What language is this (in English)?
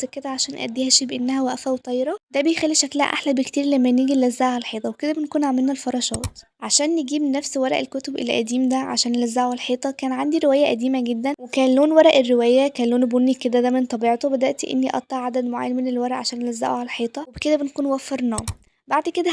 Egyptian Arabic